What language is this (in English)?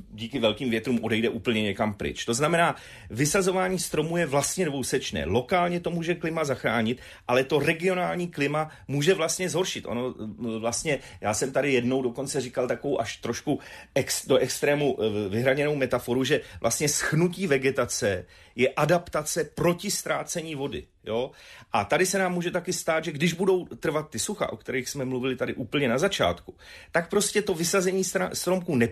Czech